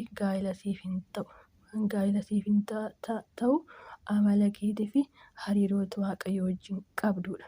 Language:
Oromo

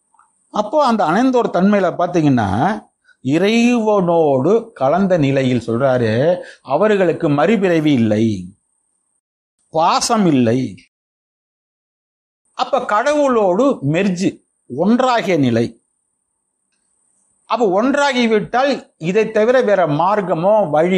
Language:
Tamil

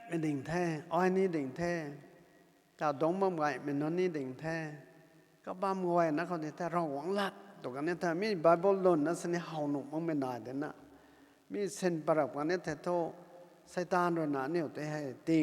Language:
Rongmei Naga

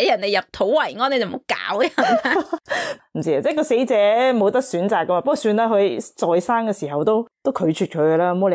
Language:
Cantonese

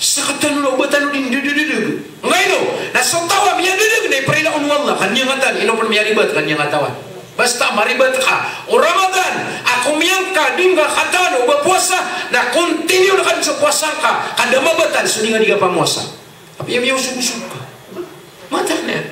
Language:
Maranao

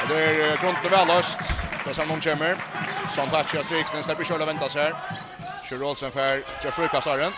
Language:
Faroese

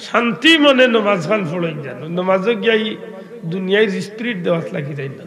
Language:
Sylheti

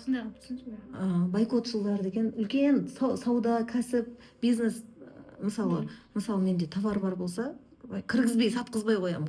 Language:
Kazakh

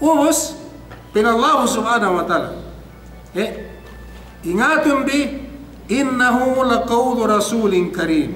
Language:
Yakan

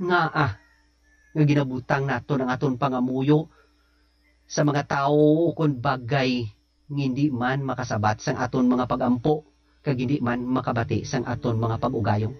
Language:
Hiligaynon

